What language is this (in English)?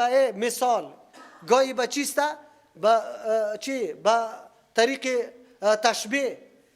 Persian